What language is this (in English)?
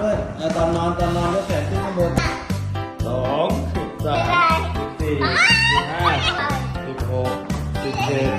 Lao